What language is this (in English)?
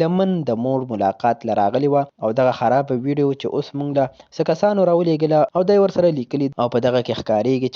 Pashto